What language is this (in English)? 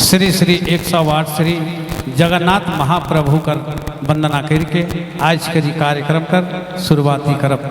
Sadri